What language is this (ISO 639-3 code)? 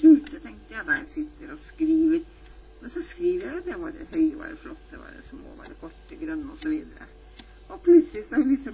nor